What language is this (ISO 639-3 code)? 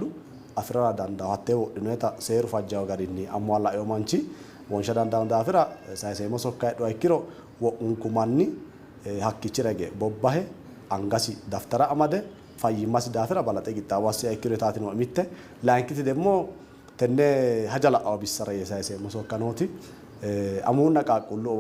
sid